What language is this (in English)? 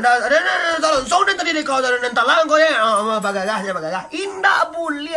Minangkabau